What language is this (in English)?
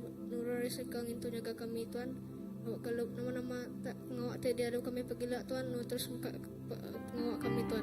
Iban